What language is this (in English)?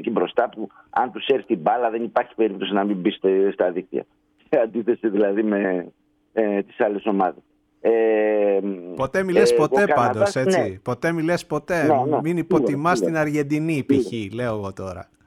Greek